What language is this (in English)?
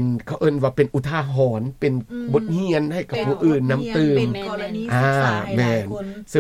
Lao